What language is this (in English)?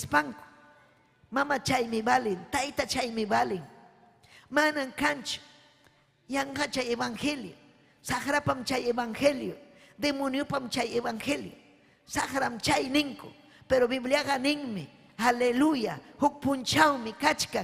Ayacucho Quechua